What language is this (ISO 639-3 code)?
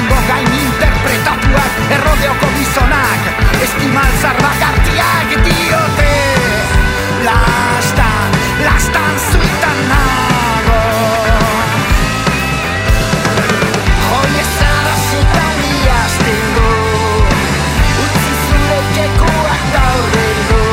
eus